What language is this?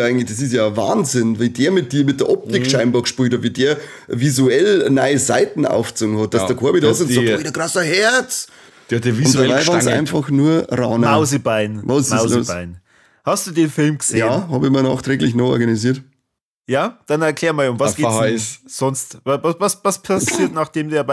Bavarian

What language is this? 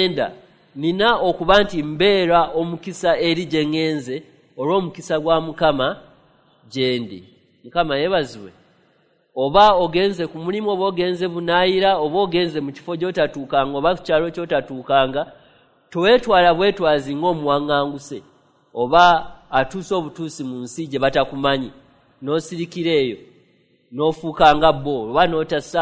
Ganda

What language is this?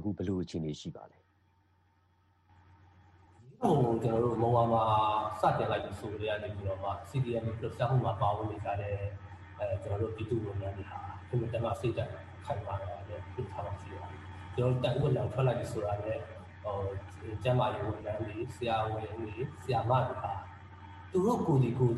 Burmese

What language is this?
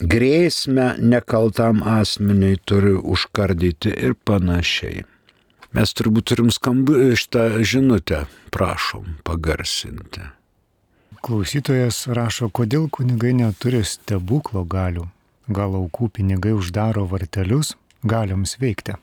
Lithuanian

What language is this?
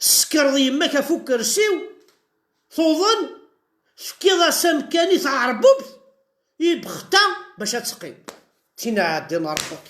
Kabyle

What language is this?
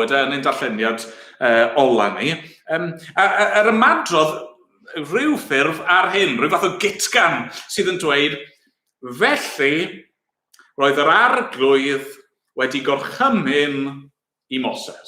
Welsh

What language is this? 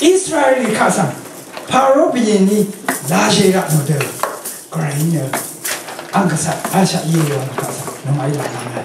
Rawang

